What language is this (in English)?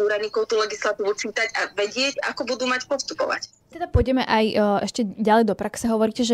Slovak